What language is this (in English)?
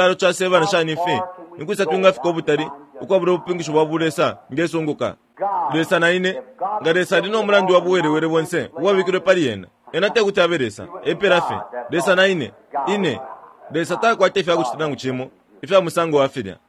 Bemba